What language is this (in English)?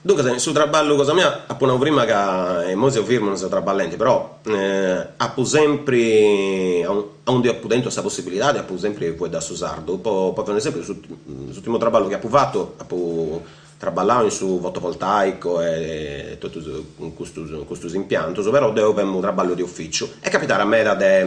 Sardinian